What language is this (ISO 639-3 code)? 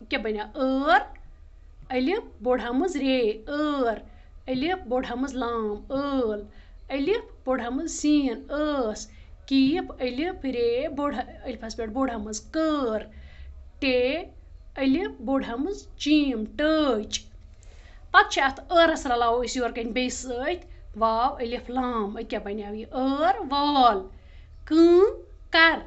kas